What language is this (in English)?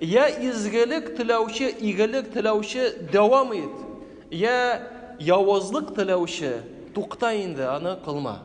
Tatar